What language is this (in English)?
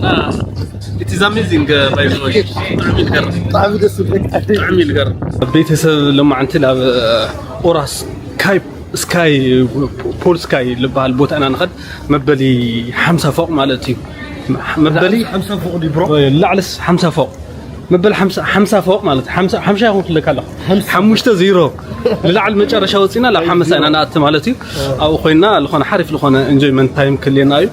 Tigrinya